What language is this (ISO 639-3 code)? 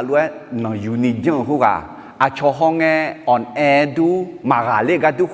ahk